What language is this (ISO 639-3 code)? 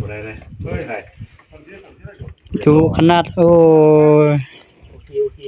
lao